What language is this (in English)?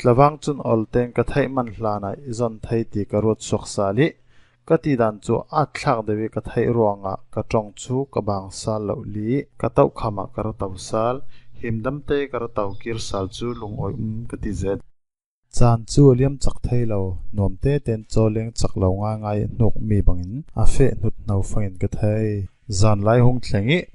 Falam Chin